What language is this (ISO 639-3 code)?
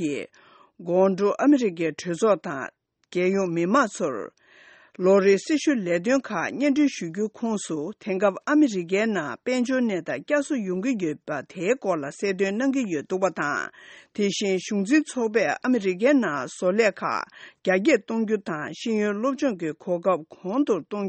bod